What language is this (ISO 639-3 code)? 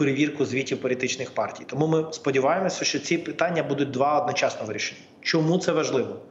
ukr